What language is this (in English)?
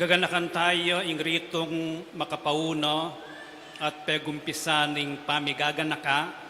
Pampanga